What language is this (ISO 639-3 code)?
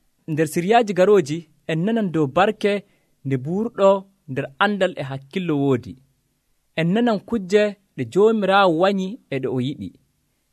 fuv